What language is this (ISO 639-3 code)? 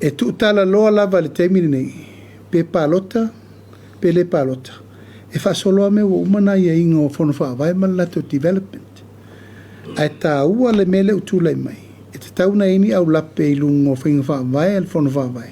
smo